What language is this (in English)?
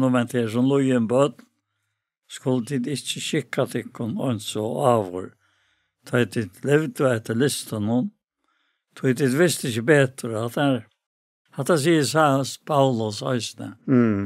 Faroese